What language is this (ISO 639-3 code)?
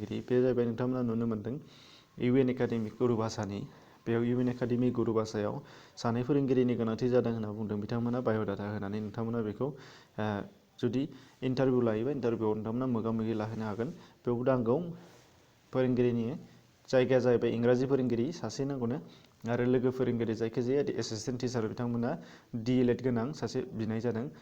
brx